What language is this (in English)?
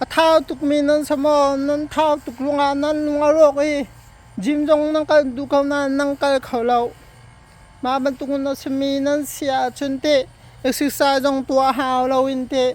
Hakha Chin